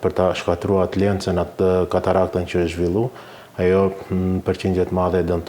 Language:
Albanian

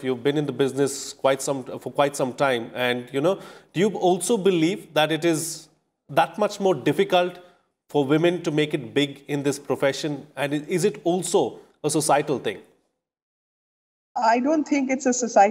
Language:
English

